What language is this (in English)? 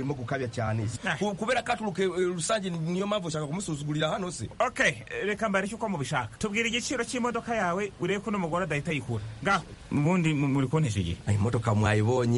Kinyarwanda